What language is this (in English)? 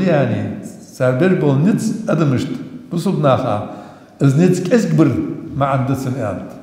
Ingush